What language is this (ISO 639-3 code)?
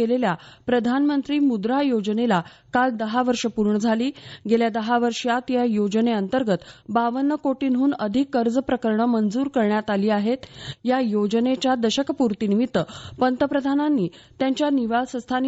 mar